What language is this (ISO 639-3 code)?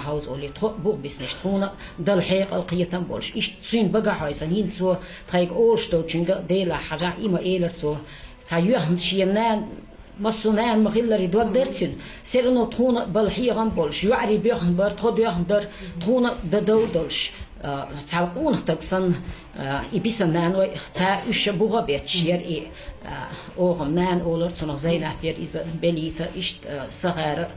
che